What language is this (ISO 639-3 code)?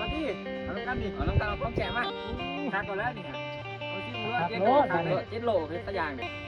lao